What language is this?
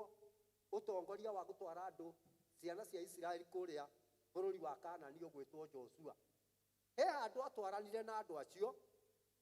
Kikuyu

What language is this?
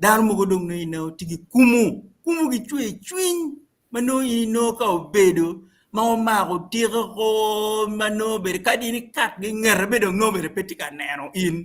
Acoli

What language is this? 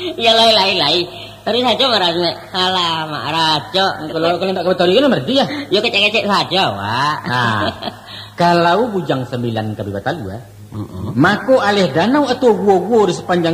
Minangkabau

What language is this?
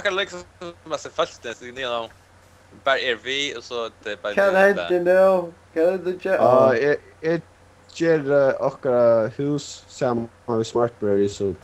Faroese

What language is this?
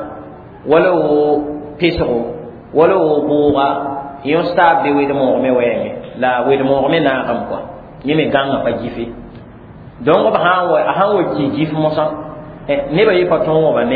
Mossi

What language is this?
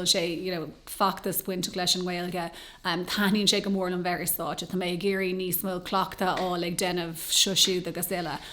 Irish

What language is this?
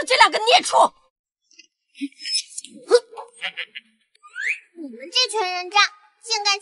Chinese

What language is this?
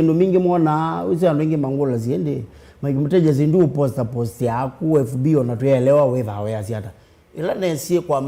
Kamba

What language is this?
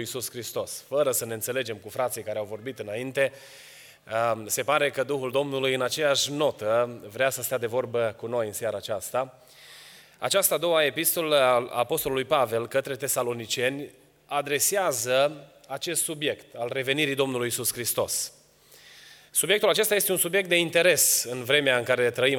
Romanian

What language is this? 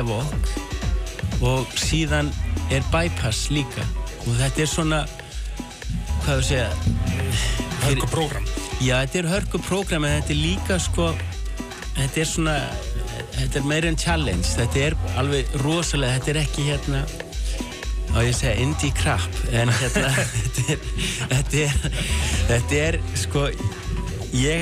Icelandic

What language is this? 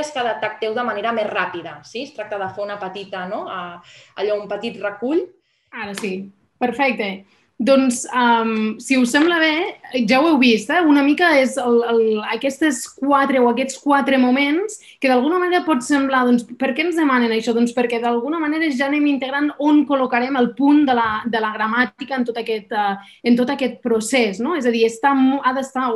Catalan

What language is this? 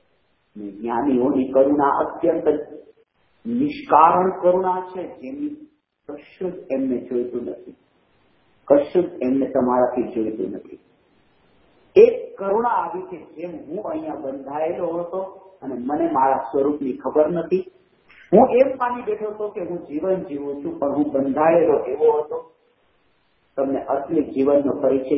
Gujarati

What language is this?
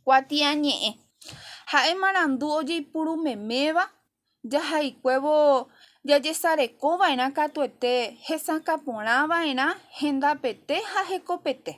Guarani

